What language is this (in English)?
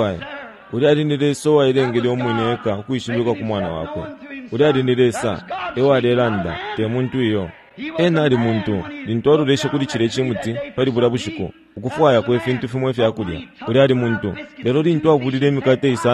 Bemba